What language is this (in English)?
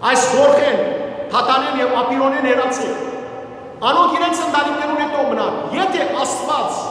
Western Armenian